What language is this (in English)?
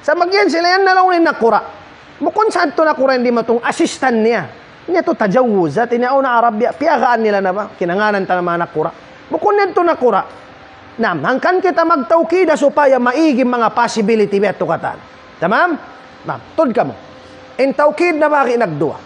Tausug